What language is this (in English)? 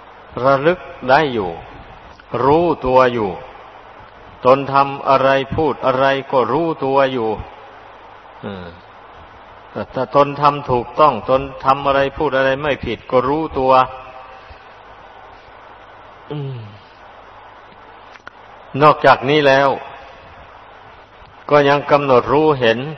Thai